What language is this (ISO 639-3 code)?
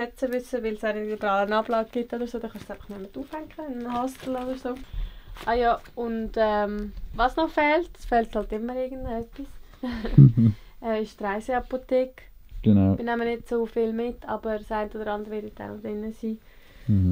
gsw